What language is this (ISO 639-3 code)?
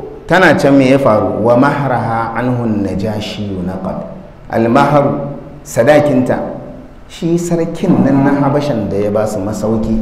hau